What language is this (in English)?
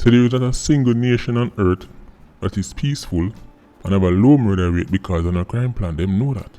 Jamaican Creole English